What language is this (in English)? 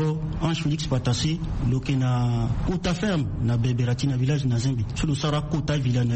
Sango